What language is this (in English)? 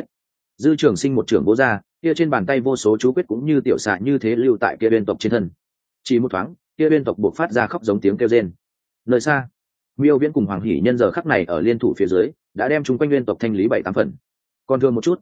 Vietnamese